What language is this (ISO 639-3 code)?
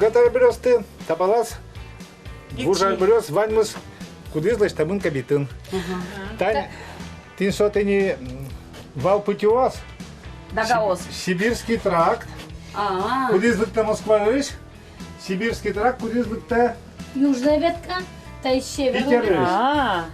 udm